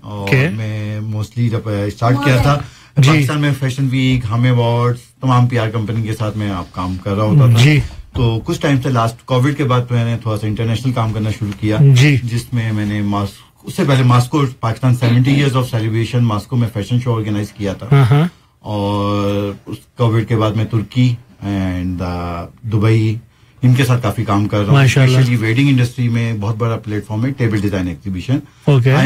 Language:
Urdu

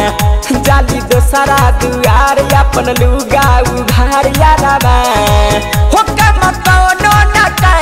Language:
Bhojpuri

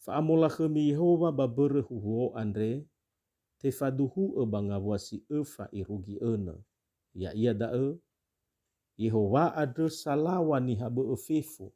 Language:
Nias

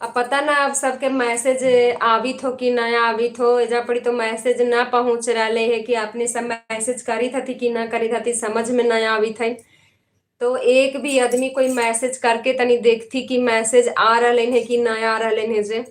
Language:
Magahi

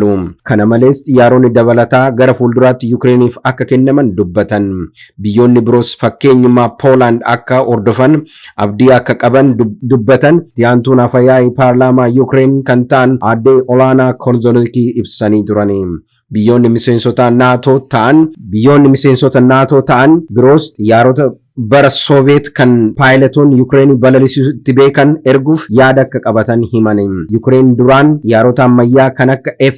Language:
Oromo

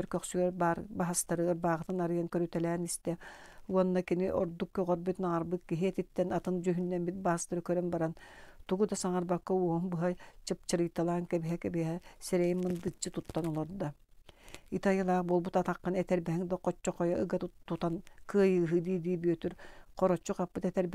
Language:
Yakut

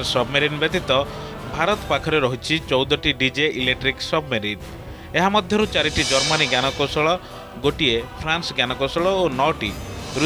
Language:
Odia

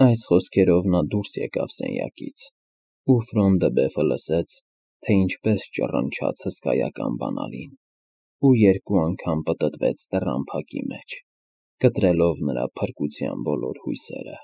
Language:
Armenian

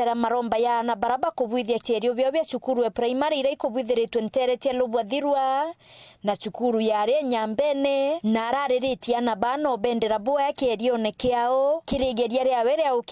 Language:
Meru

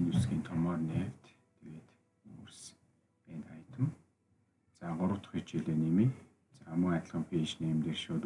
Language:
Mongolian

